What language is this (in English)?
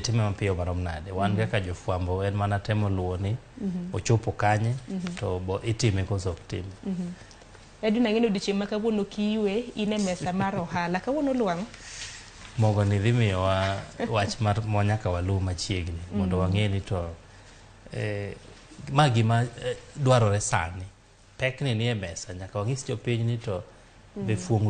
Luo (Kenya and Tanzania)